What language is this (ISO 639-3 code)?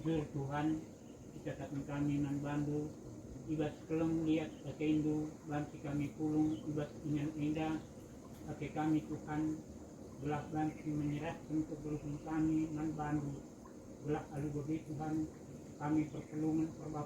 btx